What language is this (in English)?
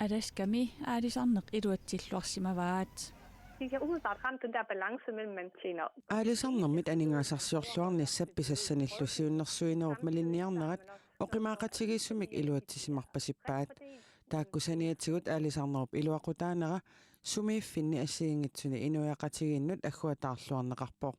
Kalaallisut